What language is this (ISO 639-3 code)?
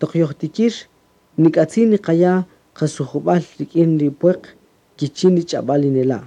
cak